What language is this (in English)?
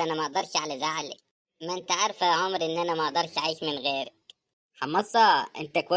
Egyptian Arabic